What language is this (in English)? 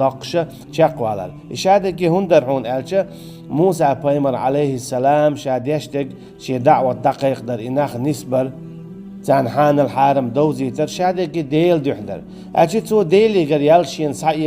Chechen